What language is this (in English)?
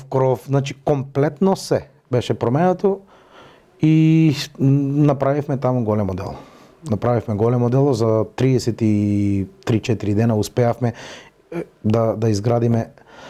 Macedonian